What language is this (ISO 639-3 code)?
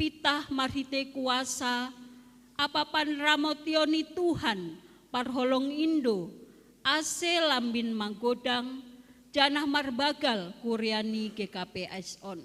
bts